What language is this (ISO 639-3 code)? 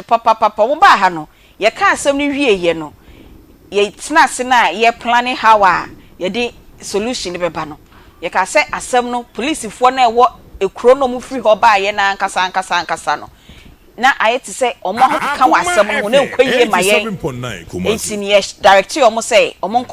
aka